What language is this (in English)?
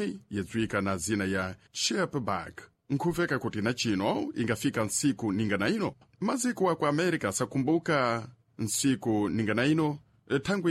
Sena